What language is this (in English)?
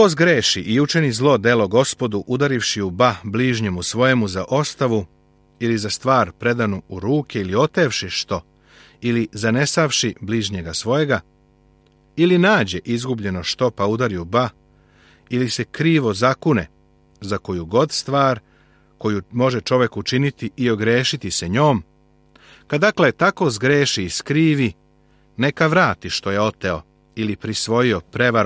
Serbian